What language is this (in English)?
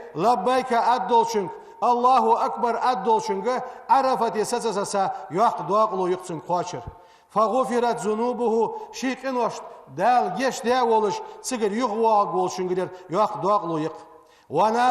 Ingush